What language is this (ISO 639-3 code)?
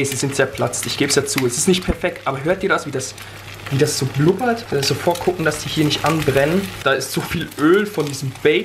gsw